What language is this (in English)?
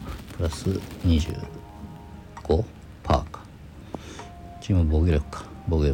Japanese